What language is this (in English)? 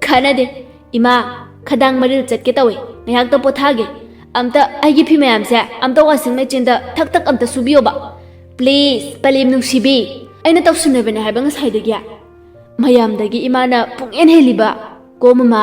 Manipuri